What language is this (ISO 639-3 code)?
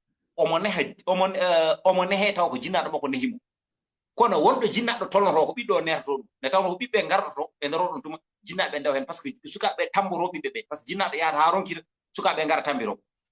ful